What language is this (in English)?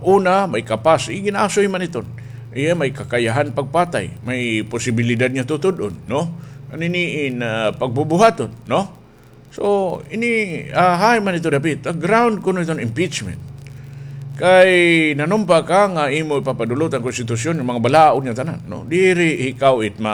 Waray